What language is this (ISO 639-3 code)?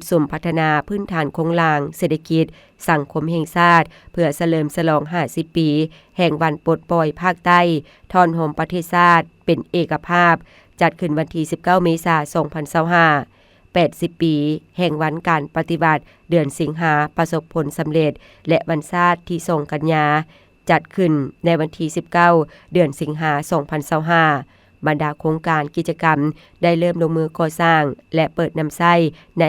lao